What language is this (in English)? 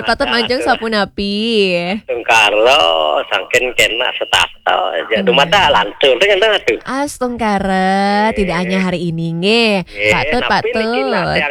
Balinese